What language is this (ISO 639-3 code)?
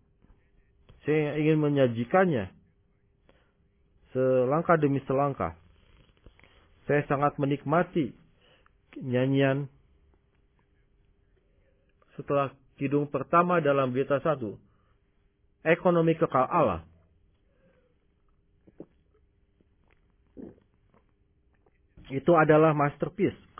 ind